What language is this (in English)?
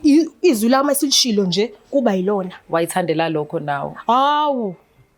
Zulu